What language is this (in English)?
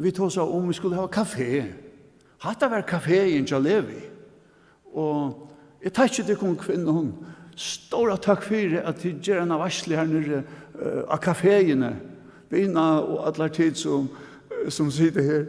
Faroese